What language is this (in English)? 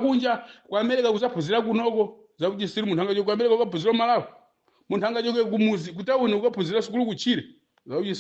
Nyanja